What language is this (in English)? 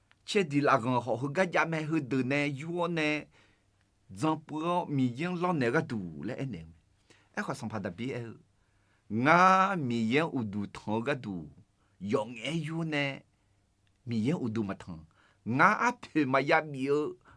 Akha